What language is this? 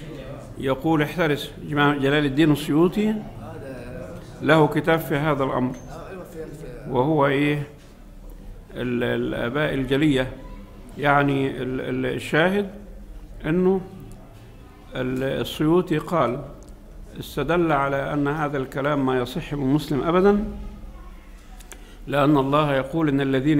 Egyptian Arabic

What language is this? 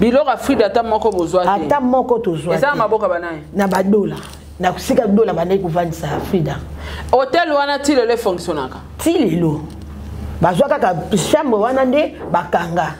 Lingala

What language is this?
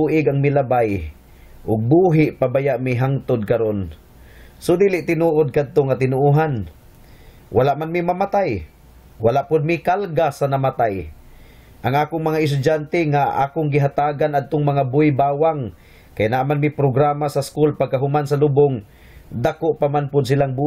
Cebuano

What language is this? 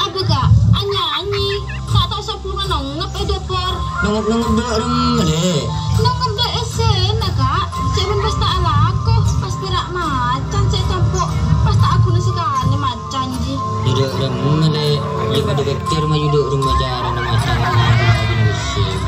Madurese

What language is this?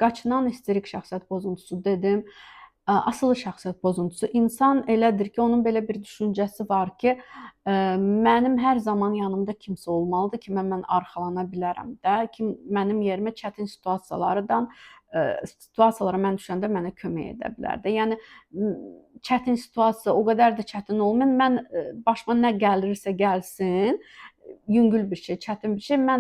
Azerbaijani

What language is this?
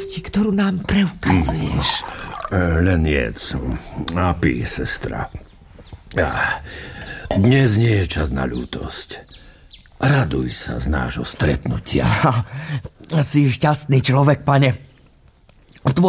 Slovak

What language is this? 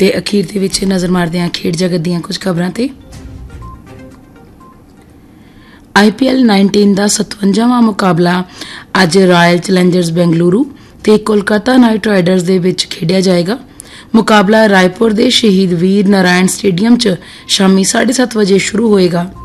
Punjabi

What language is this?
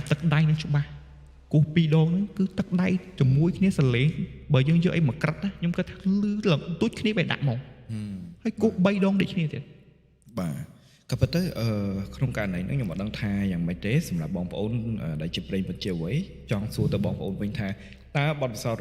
Khmer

